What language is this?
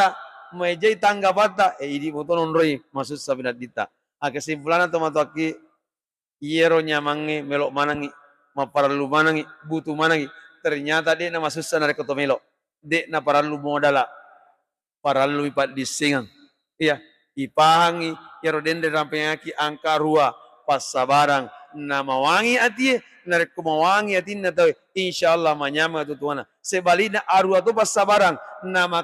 Buginese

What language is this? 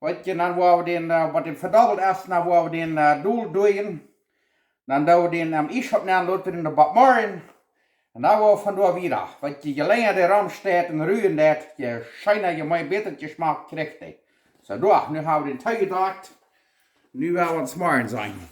Plautdietsch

